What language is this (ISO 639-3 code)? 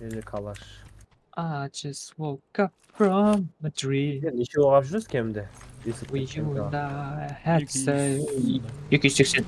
kaa